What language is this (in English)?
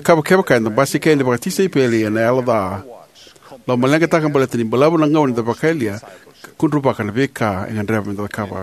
Fijian